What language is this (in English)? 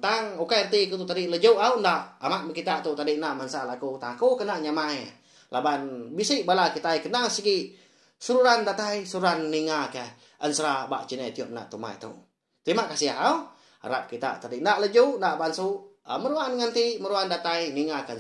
Iban